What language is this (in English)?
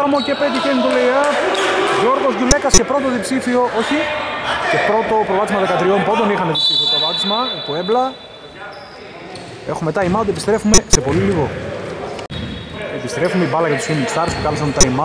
Greek